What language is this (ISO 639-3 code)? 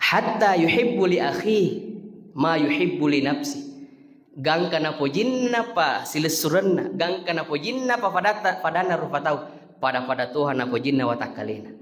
bug